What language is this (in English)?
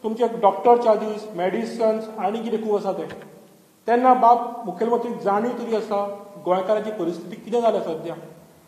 Konkani